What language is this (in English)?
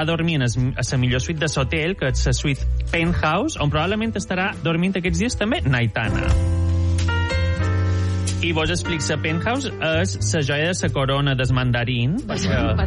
Catalan